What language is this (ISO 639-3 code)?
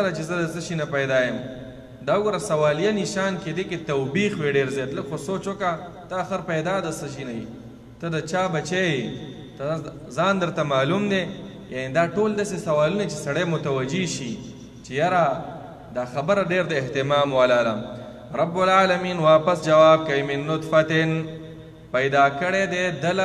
pus